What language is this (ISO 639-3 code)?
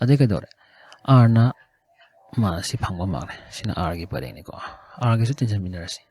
mni